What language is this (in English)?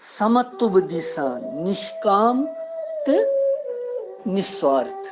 Kashmiri